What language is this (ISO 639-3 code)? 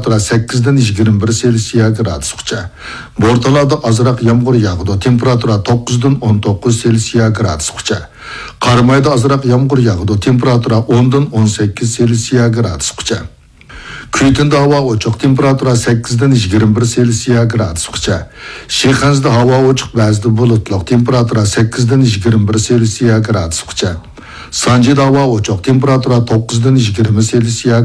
uig